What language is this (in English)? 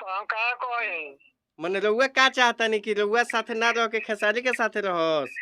Bhojpuri